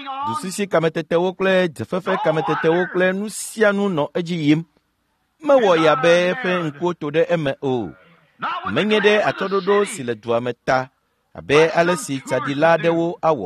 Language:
Ewe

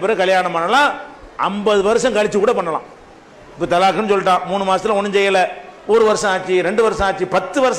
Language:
Tamil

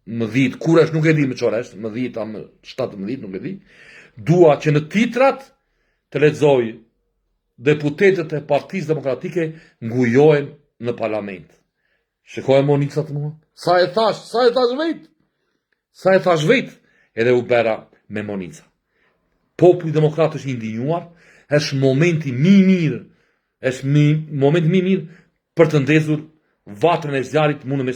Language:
Albanian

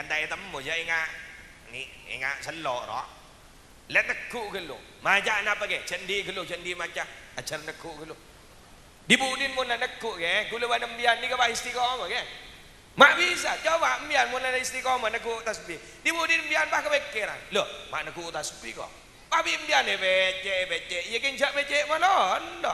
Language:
Madurese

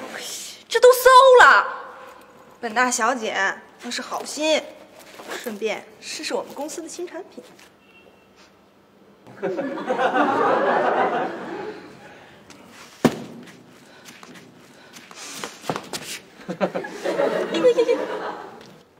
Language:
Chinese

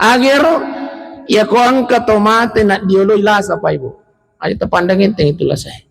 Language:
Buginese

